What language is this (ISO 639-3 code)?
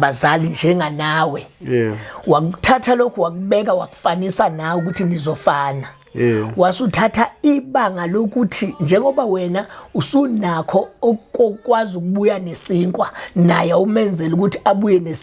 zul